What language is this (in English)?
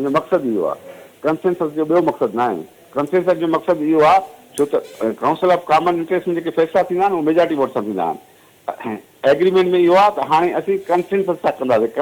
Sindhi